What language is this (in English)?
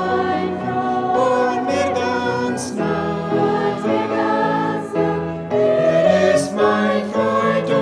Plautdietsch